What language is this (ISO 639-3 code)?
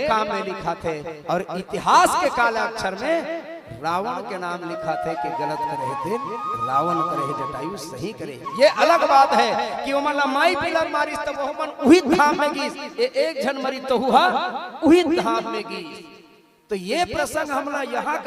hne